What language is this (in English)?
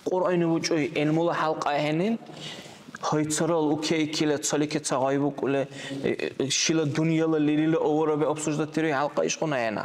Dargwa